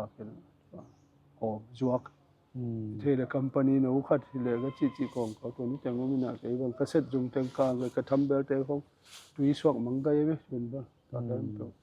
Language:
Tedim Chin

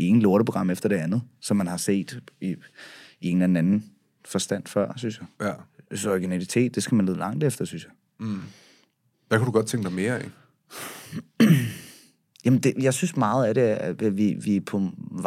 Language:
Danish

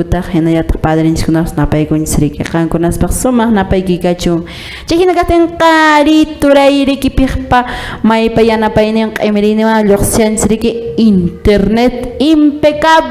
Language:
Quechua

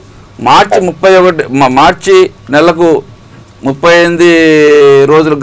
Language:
Telugu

